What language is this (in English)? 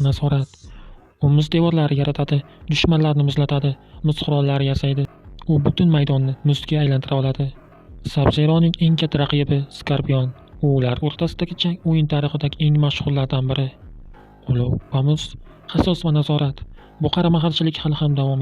Uzbek